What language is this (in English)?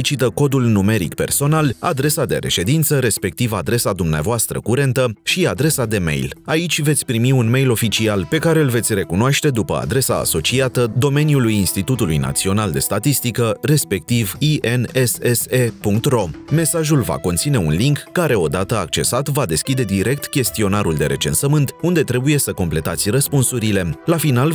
Romanian